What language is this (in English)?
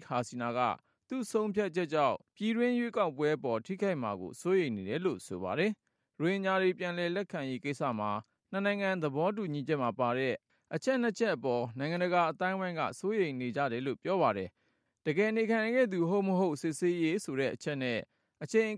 Burmese